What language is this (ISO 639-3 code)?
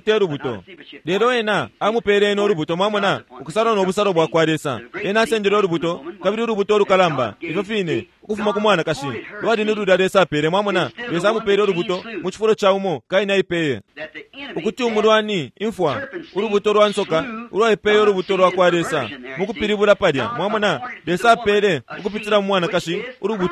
bem